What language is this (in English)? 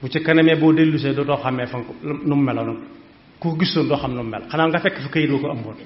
Wolof